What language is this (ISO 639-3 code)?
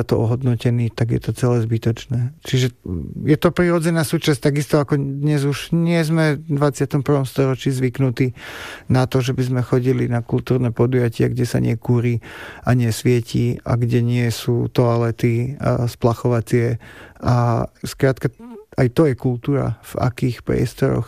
slk